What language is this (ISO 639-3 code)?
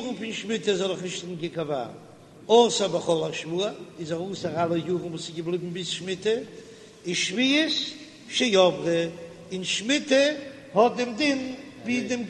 yid